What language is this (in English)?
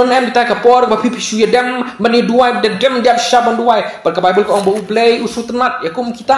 Khasi